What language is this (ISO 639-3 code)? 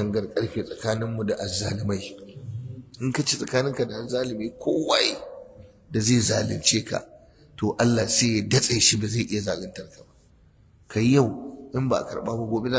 hau